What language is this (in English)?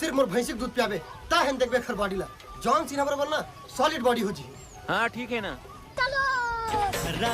Chhattisgarhi